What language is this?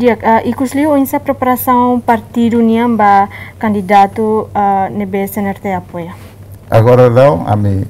Tetum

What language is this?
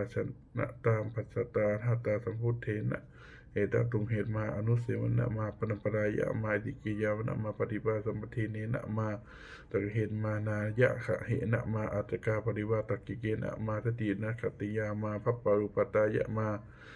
Pali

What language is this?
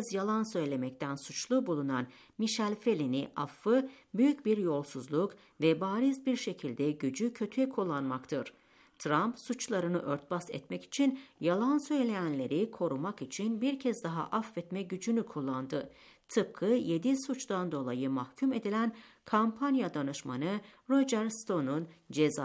Turkish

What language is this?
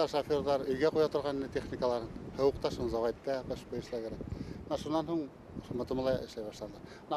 Bashkir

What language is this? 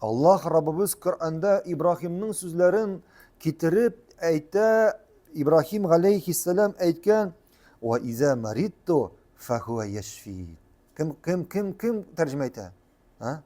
Tatar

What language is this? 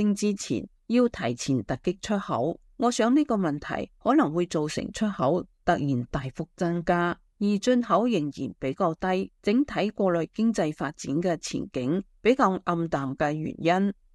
Cantonese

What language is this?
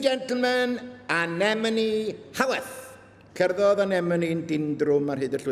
Welsh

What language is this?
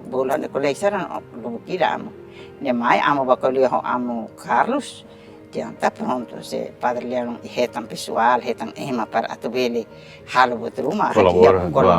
Tetum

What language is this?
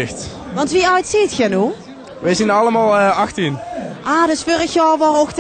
Limburgish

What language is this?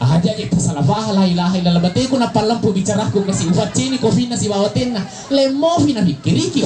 Buginese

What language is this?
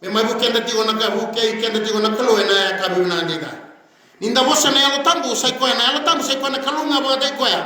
Fijian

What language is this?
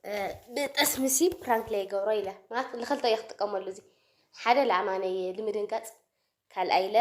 Tigrinya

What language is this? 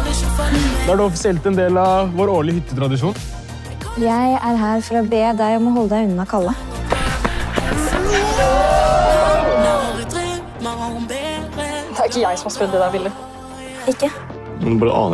Norwegian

